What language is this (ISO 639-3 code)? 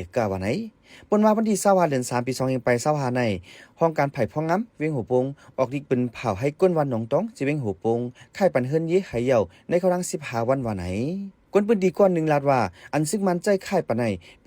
shn